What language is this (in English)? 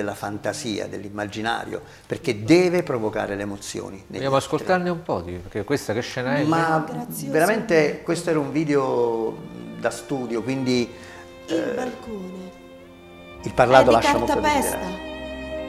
Italian